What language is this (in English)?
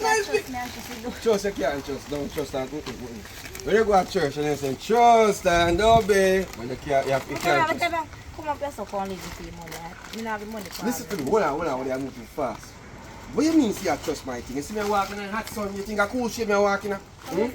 Jamaican Creole English